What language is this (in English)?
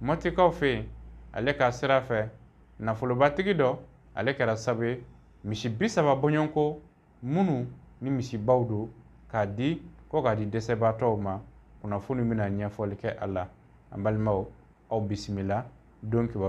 Bambara